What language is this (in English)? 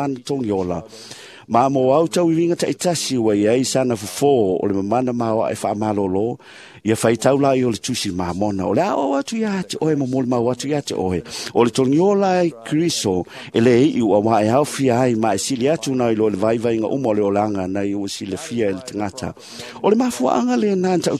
Samoan